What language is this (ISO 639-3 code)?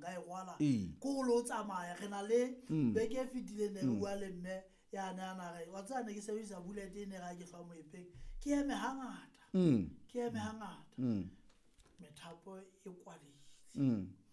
sot